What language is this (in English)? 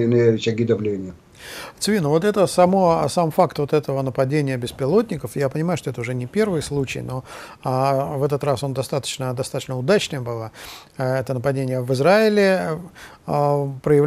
Russian